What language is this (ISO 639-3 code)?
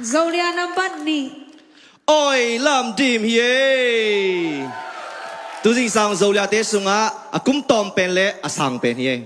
ctd